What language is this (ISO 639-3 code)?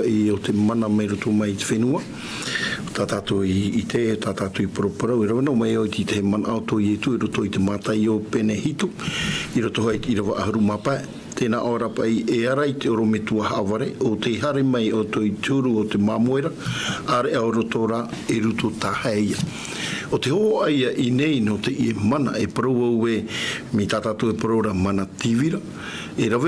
tah